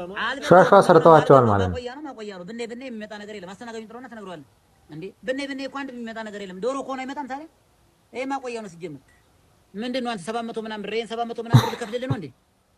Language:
Amharic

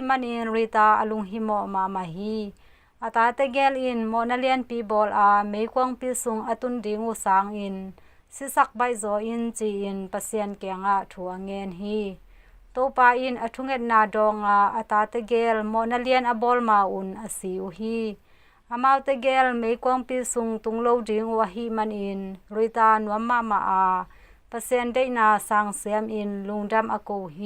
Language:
Tedim Chin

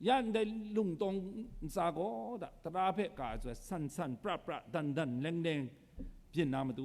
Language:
Kachin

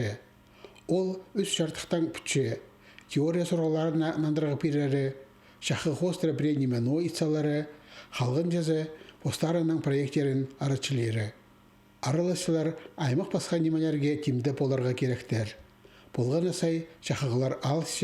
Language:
Khakas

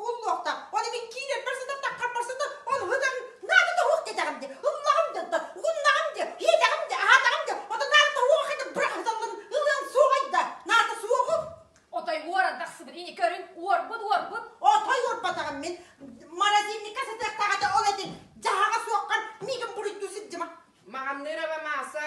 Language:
Yakut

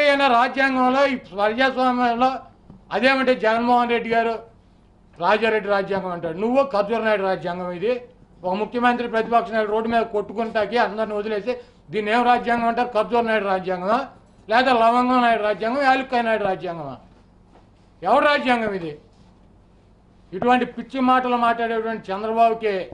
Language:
Telugu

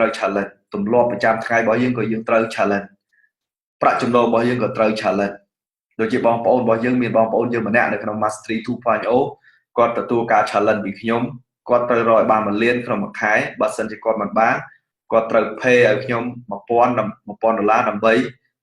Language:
Khmer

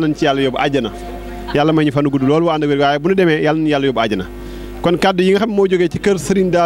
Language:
Wolof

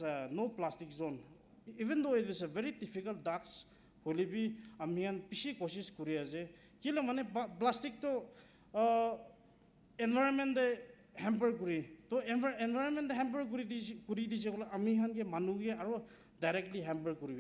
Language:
Naga Pidgin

